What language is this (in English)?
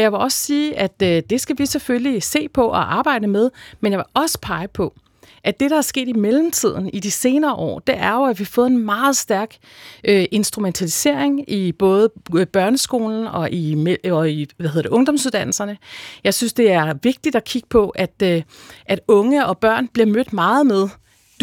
Danish